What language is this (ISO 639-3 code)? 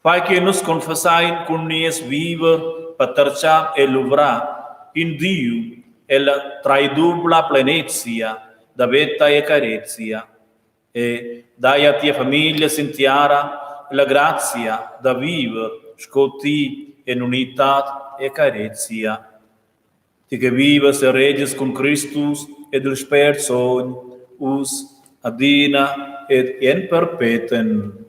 roh